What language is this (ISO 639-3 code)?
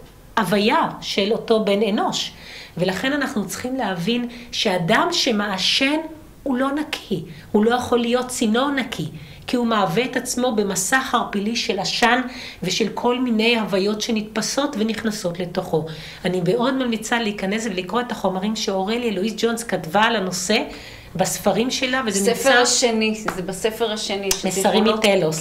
heb